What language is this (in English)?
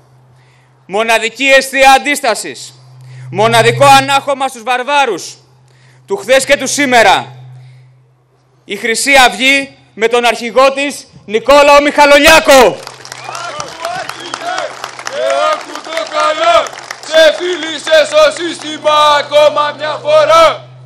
Greek